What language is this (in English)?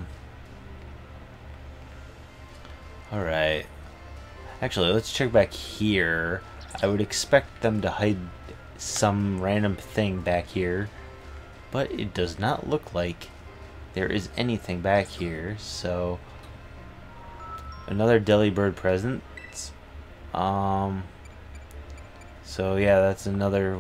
English